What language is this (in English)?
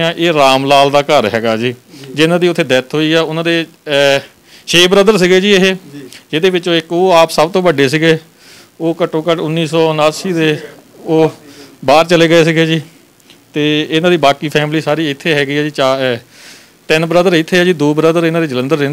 Punjabi